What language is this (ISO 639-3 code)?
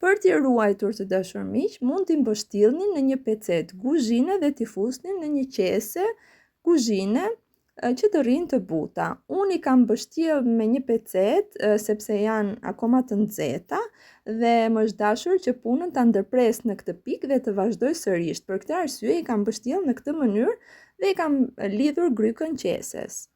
sqi